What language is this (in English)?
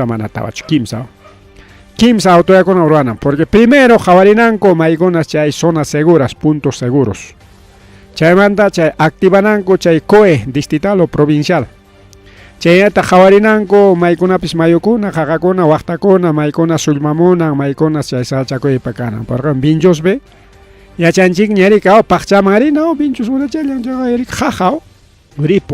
Ayacucho Quechua